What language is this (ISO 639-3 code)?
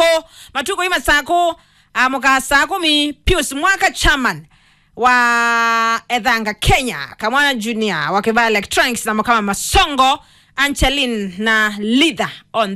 kam